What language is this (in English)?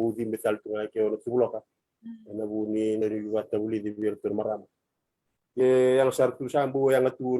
Fijian